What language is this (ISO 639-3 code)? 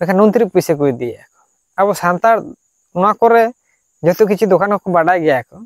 sat